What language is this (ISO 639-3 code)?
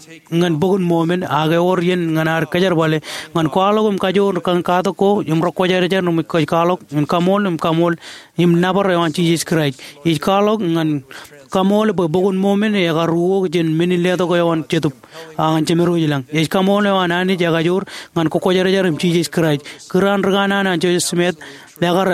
mah